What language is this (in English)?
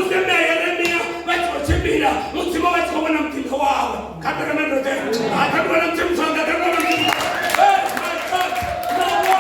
Venda